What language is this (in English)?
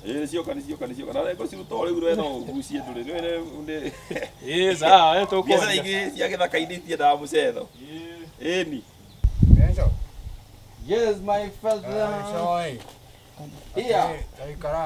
Kikuyu